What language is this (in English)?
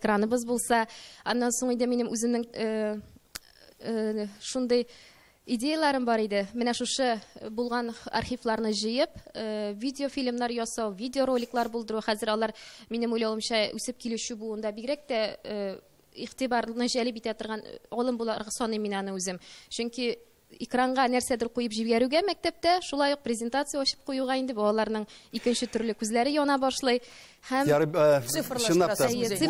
Tatar